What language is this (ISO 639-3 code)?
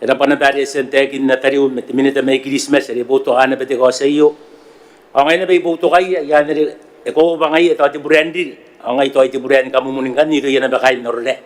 gil